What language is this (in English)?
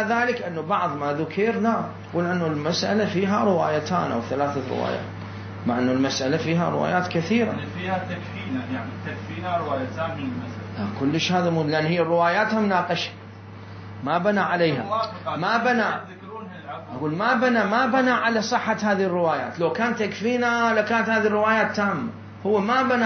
Mesopotamian Arabic